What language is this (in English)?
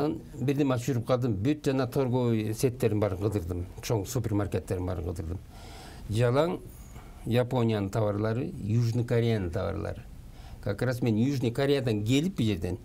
Kyrgyz